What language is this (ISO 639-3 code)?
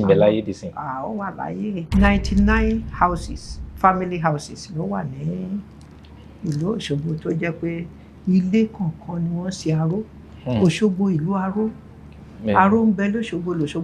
yor